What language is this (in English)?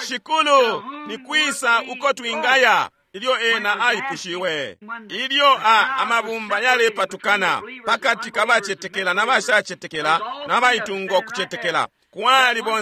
Bemba